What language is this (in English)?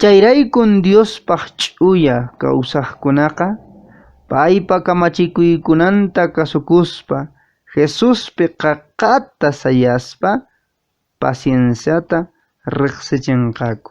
Quechua